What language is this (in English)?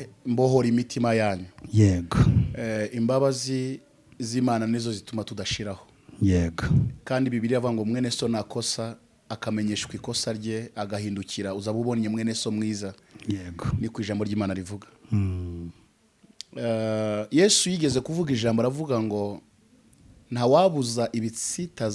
Kinyarwanda